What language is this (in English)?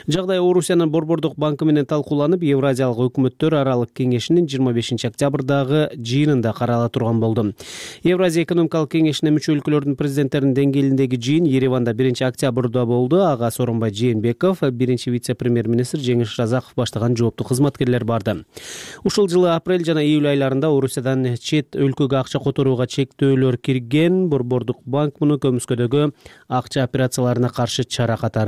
Kyrgyz